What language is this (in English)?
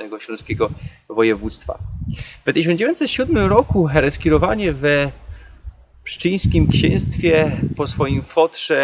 Silesian